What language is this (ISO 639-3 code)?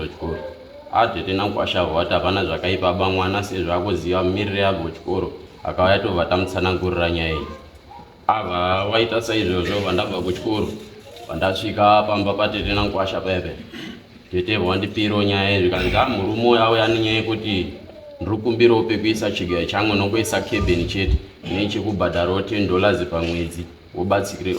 sna